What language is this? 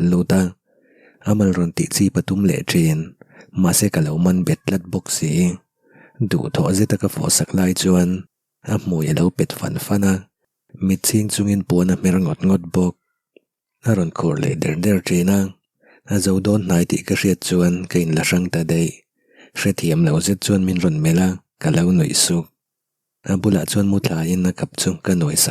Mizo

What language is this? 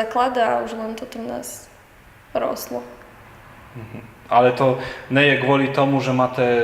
Rusyn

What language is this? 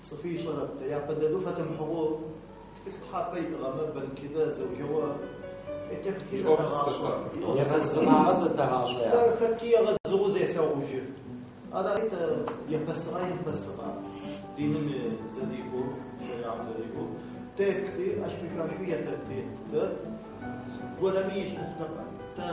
Adyghe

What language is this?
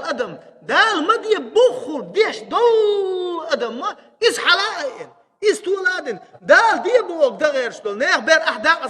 Chechen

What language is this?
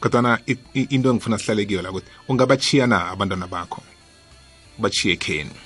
South Ndebele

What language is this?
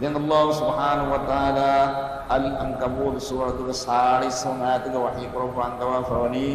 Divehi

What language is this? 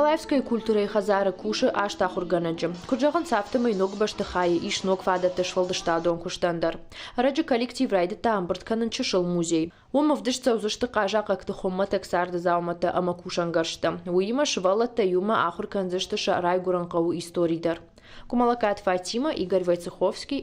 Ossetic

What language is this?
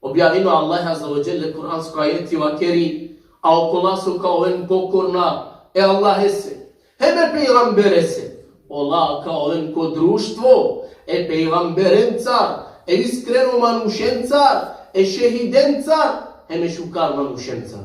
Balkan Romani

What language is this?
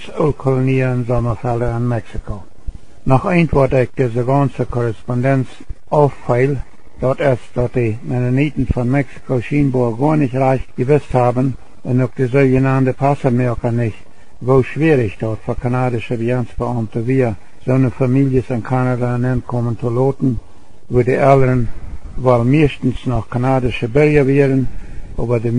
Plautdietsch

